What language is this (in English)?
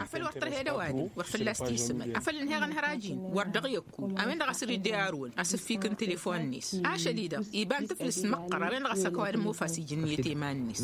Tamasheq